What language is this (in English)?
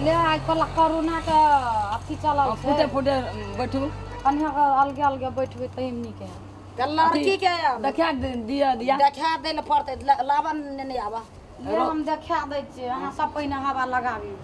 Maithili